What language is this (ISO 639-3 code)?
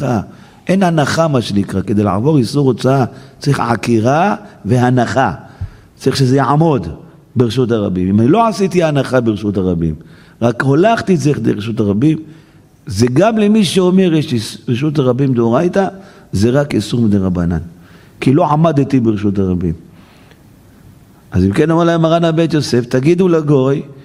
heb